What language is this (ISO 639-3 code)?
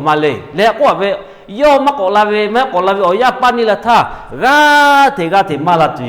lhu